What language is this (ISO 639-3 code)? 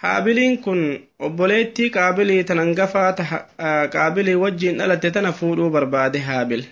orm